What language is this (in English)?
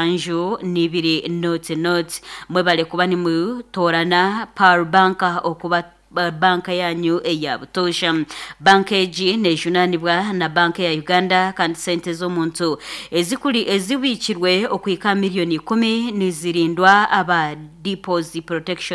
Nyankole